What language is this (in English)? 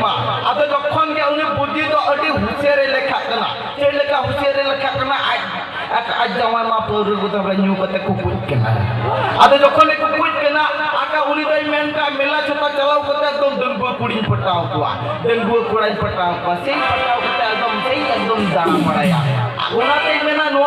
Santali